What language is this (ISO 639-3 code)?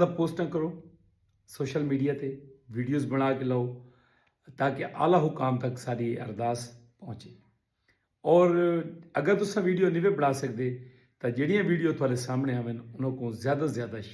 skr